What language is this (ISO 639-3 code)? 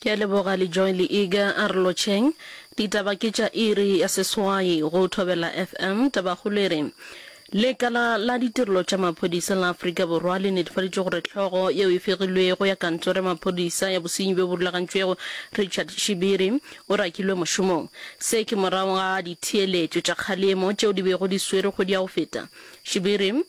nso